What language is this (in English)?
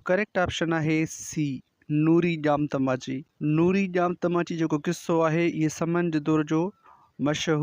Sindhi